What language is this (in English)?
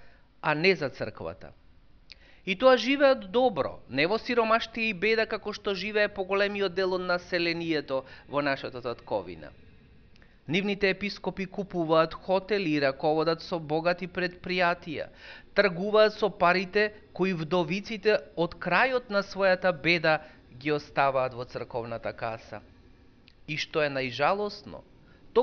Macedonian